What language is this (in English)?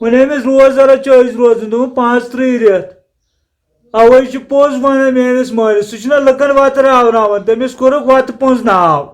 Kashmiri